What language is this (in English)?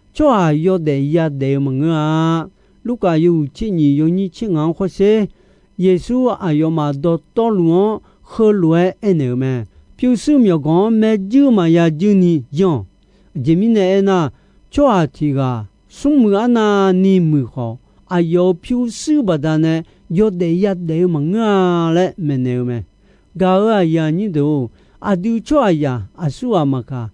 Akha